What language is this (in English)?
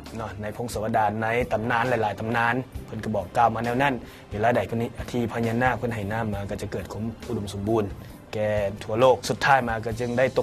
Lao